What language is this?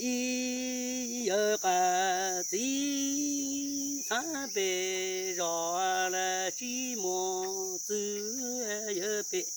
Hmong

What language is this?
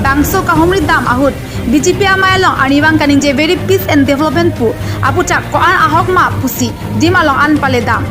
Karbi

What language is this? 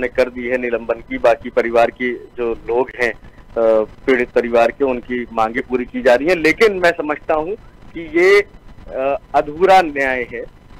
Hindi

